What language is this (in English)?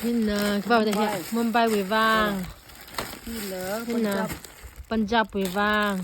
Tangkhul Naga (India)